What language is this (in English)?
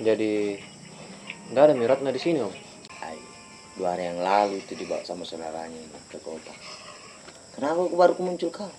Makassar Malay